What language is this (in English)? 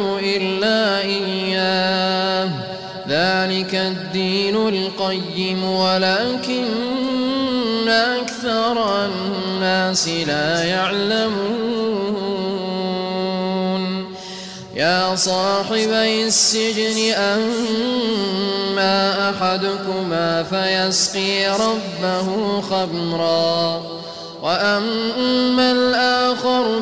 Arabic